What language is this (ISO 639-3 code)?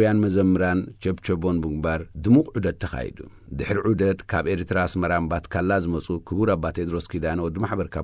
tir